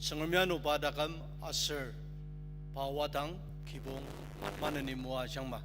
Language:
Ao Naga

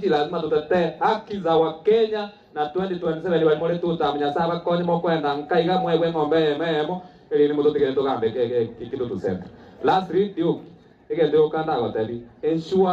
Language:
Gusii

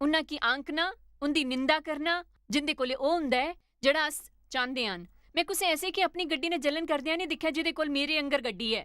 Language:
Dogri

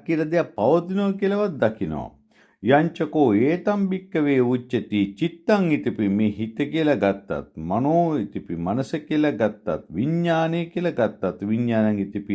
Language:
Sinhala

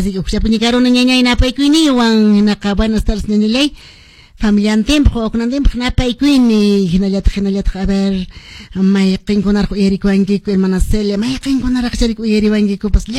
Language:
Quechua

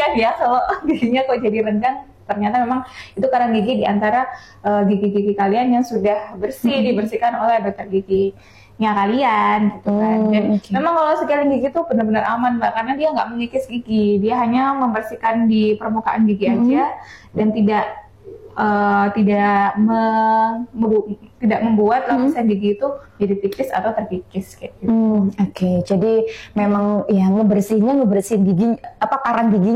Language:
Indonesian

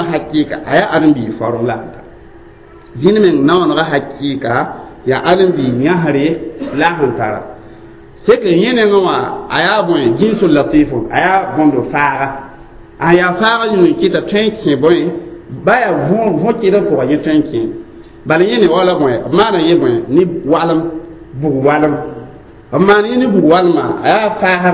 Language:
Mossi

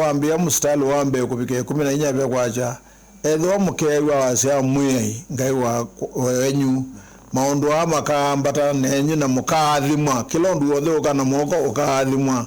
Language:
Kamba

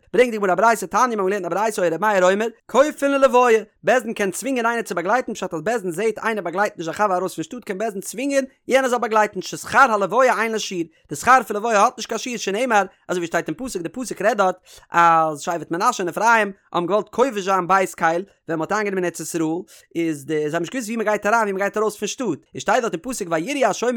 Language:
Yiddish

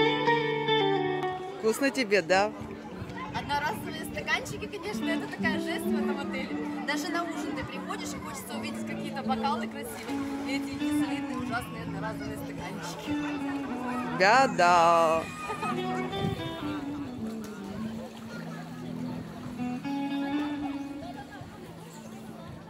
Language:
Russian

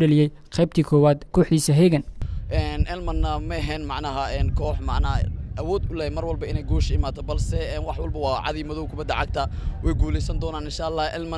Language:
Somali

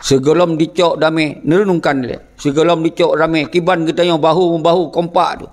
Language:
Achinese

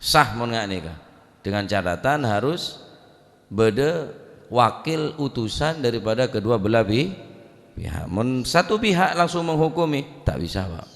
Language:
Madurese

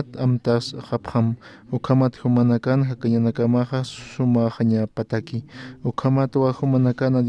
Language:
Aymara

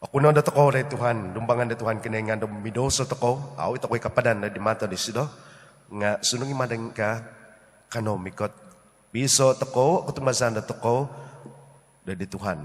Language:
Central Dusun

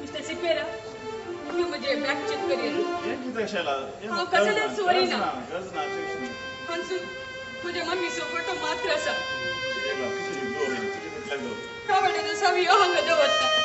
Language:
Konkani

